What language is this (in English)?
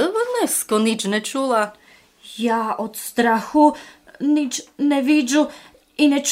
Rusyn